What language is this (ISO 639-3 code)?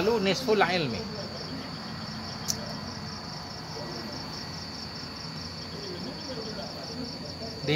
ind